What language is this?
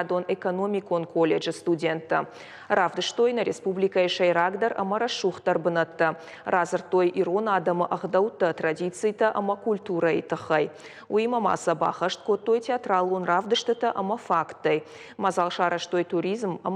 Ossetic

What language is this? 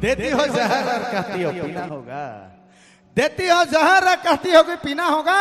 Sadri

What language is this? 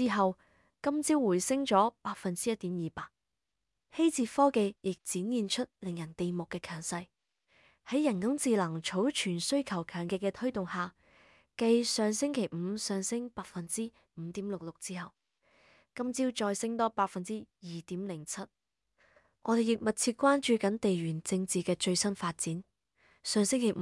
Cantonese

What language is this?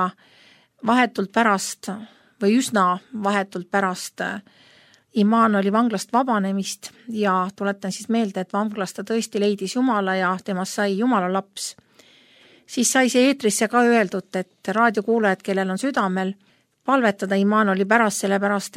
Estonian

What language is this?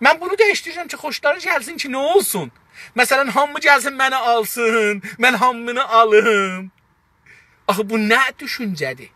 South Azerbaijani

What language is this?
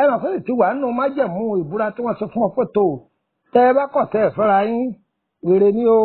Yoruba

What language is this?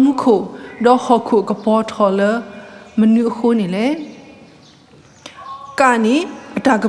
S'gaw Karen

